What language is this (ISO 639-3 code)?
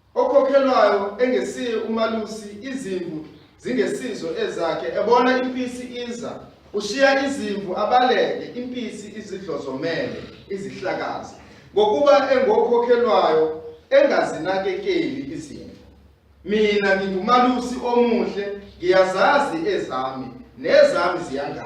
zul